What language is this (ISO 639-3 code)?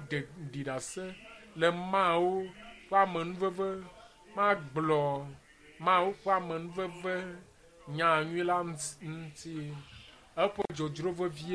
ewe